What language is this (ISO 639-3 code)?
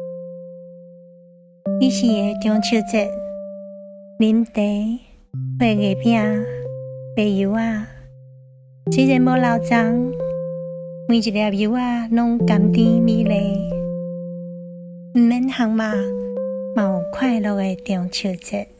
nan